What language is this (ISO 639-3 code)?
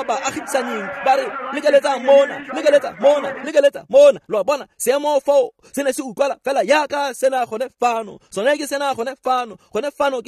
tsn